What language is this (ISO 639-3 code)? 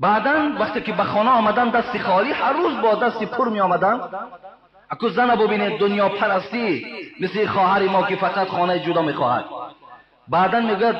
tgk